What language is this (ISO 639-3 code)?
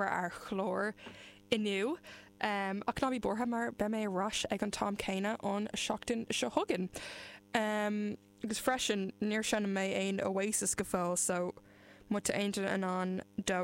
gle